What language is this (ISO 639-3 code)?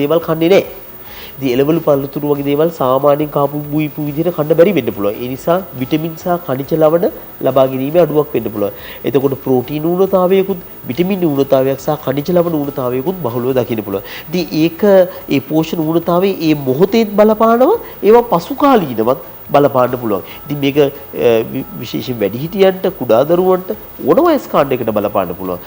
sin